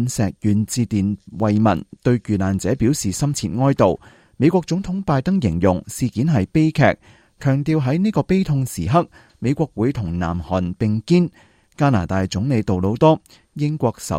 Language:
Cantonese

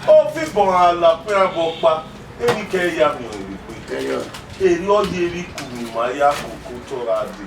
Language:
Bini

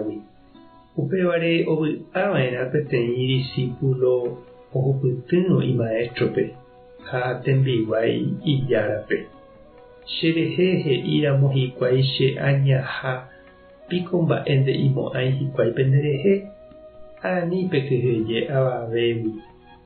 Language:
Guarani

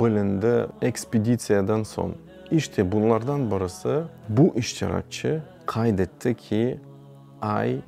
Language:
Crimean Tatar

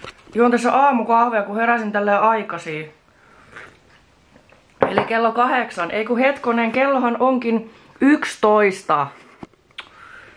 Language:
Finnish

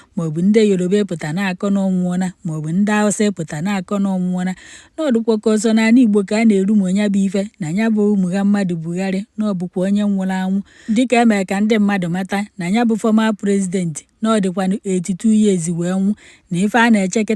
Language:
Igbo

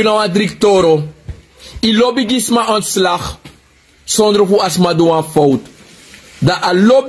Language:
Sranan Tongo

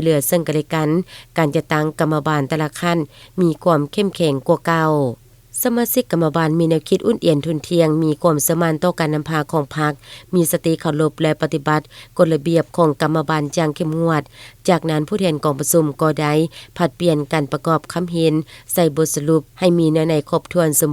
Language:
Lao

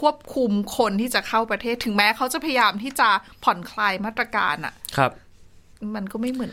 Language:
Thai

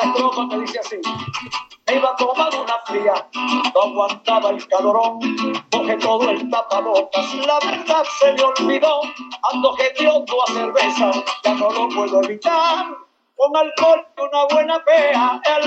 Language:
Spanish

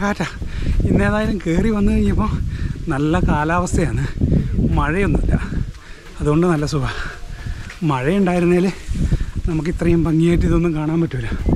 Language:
Malayalam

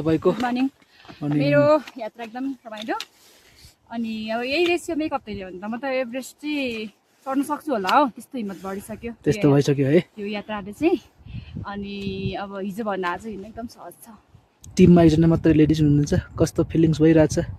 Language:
Nepali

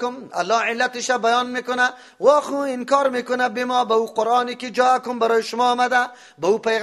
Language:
Persian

